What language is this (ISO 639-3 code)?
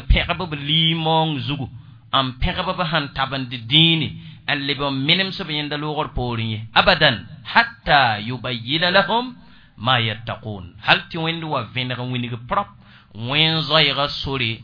mos